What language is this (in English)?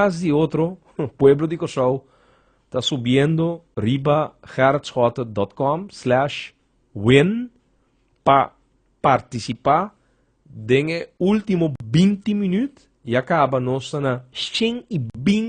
Papiamento